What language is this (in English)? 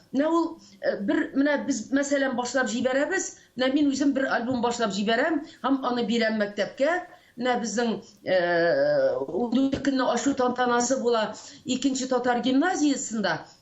Tatar